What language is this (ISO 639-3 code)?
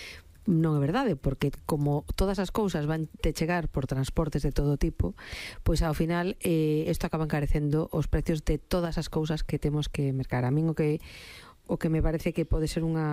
glg